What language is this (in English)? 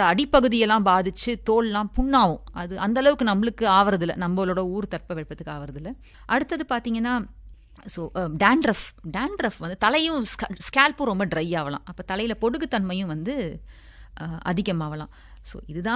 Tamil